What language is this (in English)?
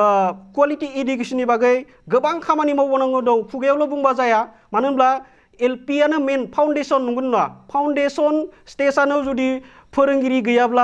Bodo